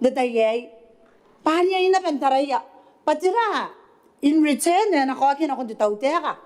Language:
Gilbertese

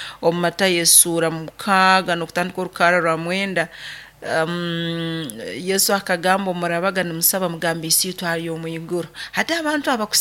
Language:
Nyoro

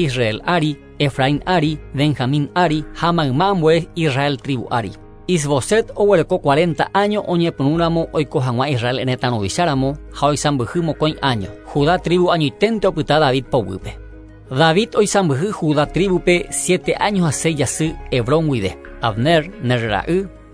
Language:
Guarani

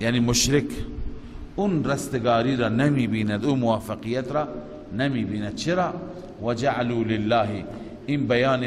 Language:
Persian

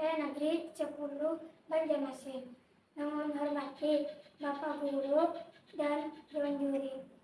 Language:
Banjar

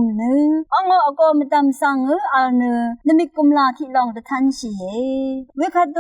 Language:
Rawang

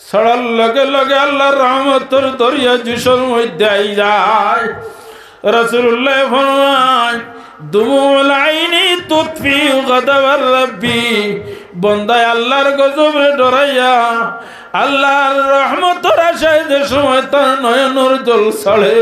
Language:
Sylheti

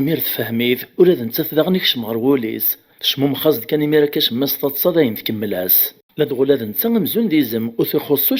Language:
Kabyle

